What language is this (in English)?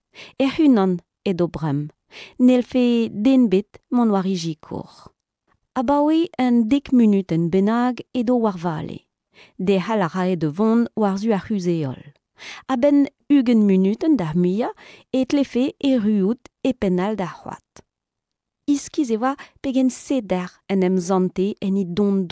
Breton